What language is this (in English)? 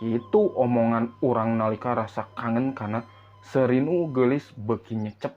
Sundanese